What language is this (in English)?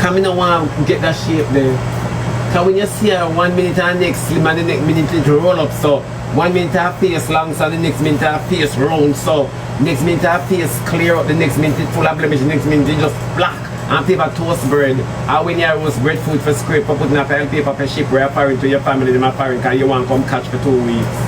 Jamaican Creole English